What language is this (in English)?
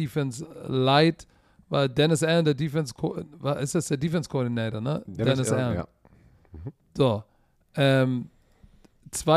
German